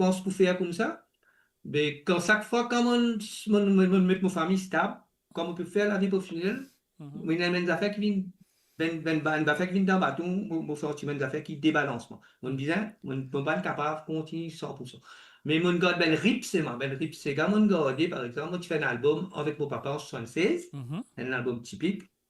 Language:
Morisyen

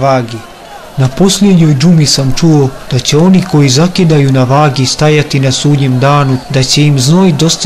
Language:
Bosnian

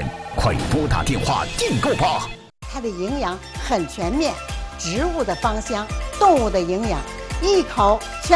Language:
Chinese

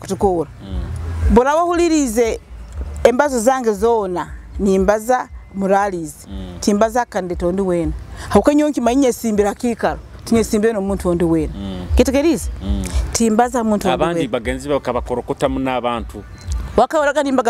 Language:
Nyoro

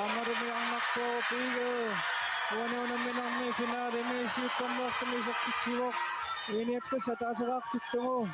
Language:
Kalaallisut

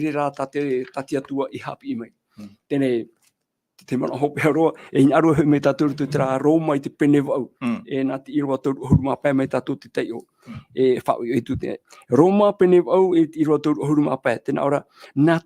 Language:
Tahitian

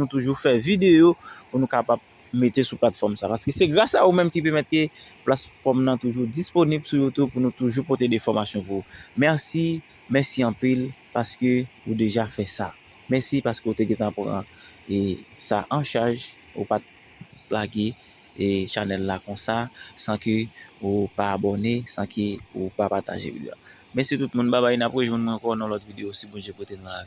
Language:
Haitian Creole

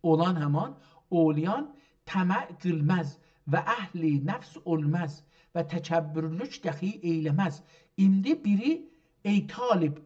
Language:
South Azerbaijani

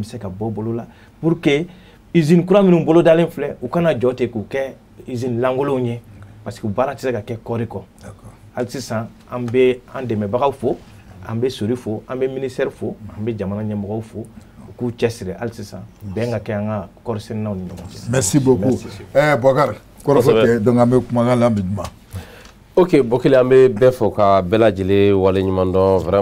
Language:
Bambara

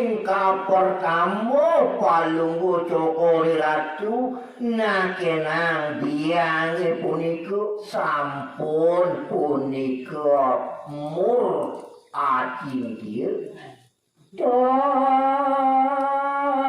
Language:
Balinese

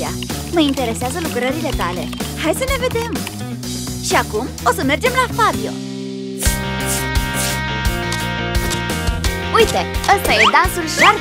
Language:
Romanian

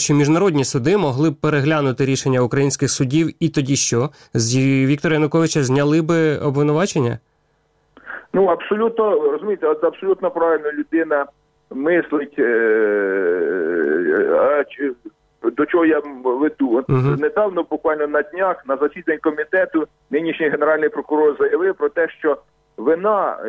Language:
Ukrainian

